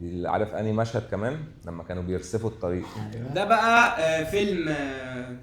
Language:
Egyptian Arabic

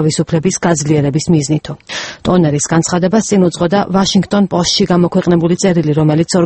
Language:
Georgian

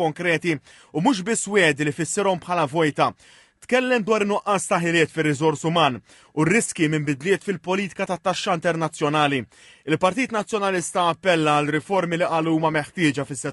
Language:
Maltese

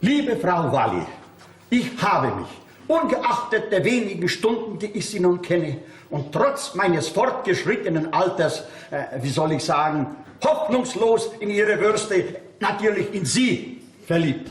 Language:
Bavarian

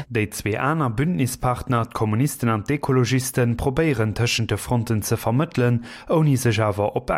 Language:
Luxembourgish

